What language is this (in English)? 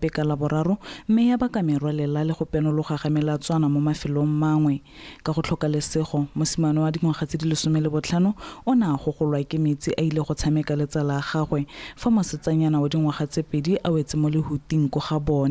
Tswana